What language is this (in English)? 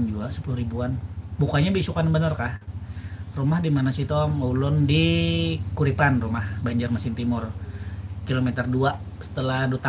Banjar